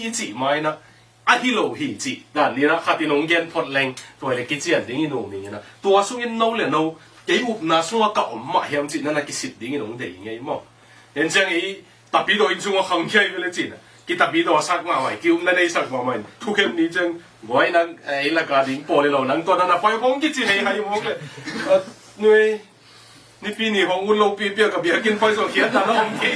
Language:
Tedim Chin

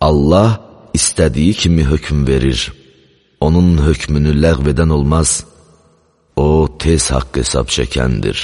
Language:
Azerbaijani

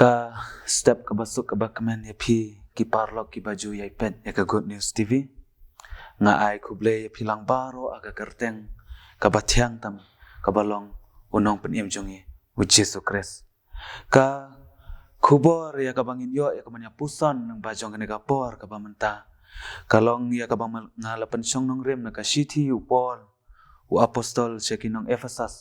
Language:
Khasi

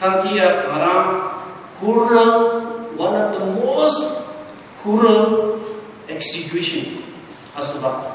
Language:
Ao Naga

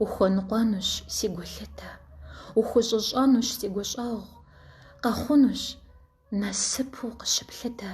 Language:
Kabardian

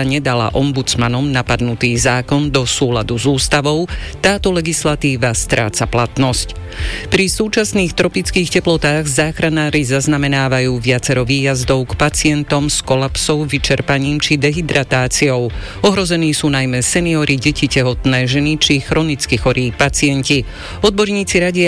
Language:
Slovak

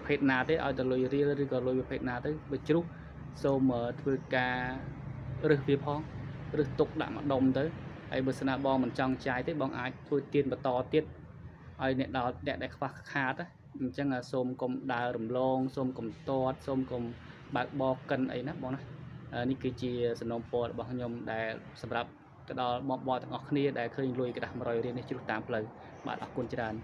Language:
Khmer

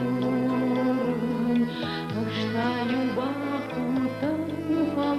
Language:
Ossetic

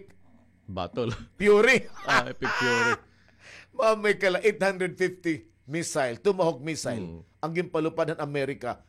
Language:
Waray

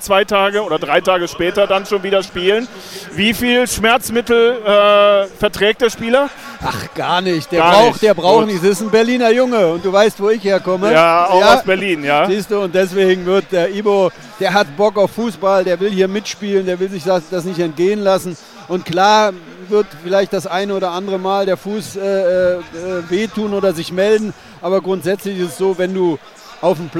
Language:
German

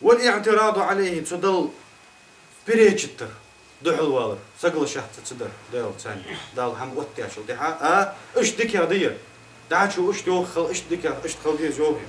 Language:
Ingush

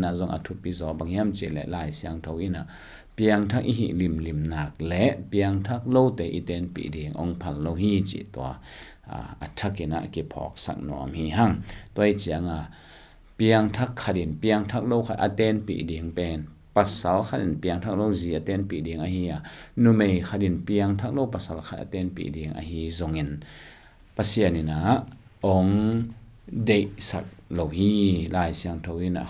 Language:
Tedim Chin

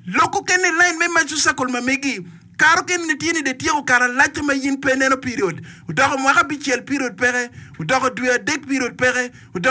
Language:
Acoli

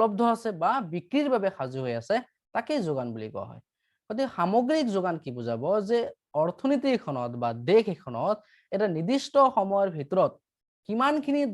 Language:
Assamese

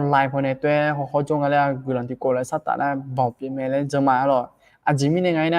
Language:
Akha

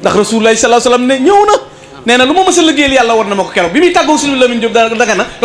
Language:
Wolof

